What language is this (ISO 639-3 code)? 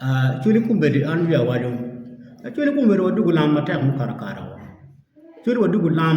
ach